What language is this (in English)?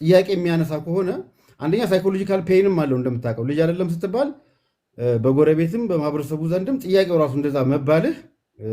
Amharic